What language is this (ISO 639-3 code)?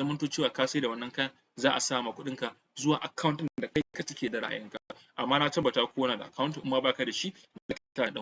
hau